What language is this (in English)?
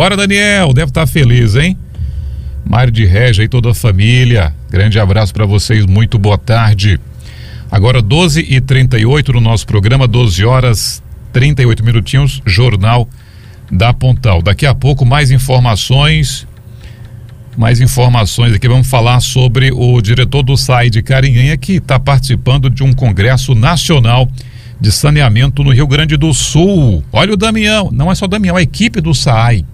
Portuguese